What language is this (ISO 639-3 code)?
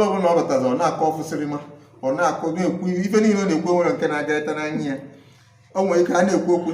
ibo